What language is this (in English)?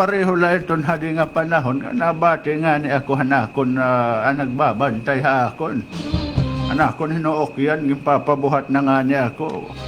Waray